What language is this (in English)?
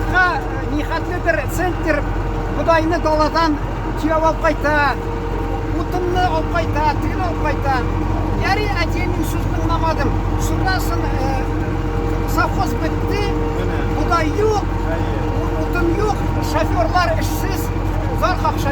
Tatar